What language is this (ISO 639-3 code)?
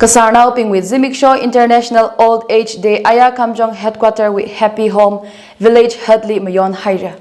nmf